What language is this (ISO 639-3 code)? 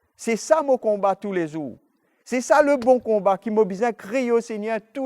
mfe